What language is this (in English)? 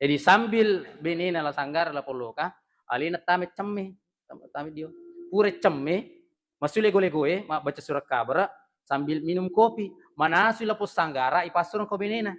Buginese